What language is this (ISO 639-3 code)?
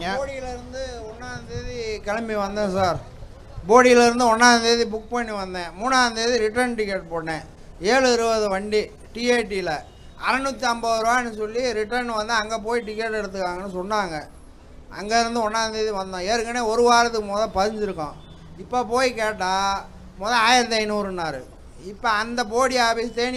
tam